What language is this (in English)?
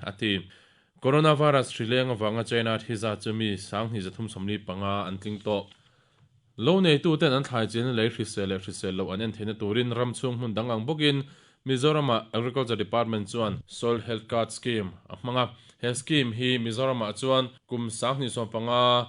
Mizo